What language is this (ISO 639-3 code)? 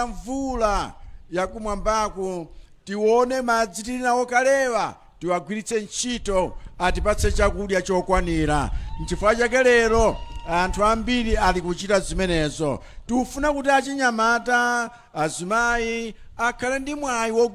nya